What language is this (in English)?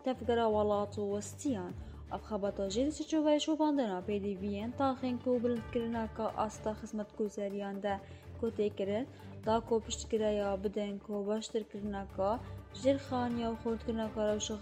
Kurdish